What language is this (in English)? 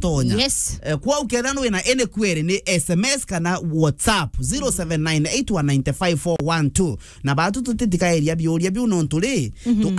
Meru